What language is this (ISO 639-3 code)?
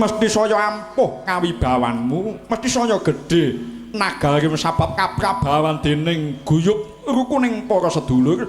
jav